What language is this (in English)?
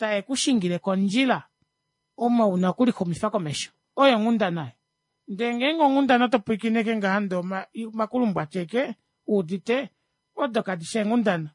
Kuanyama